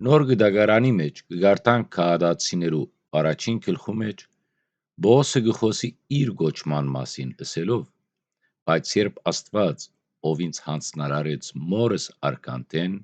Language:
Western Armenian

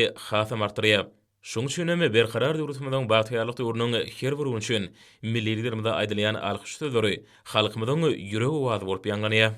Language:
Turkmen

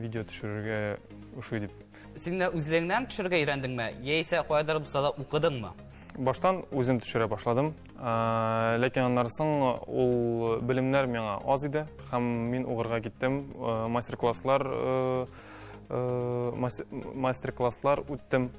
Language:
Tatar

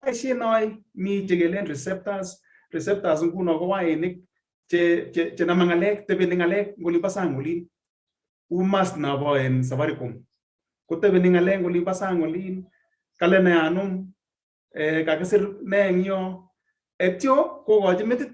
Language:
Kalenjin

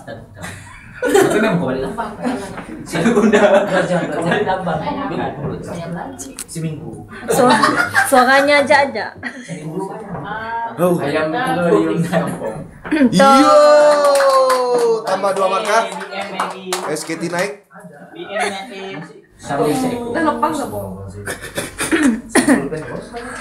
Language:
Malay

